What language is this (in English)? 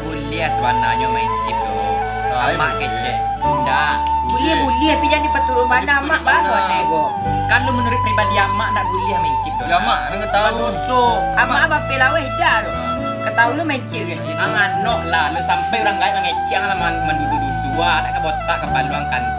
Minangkabau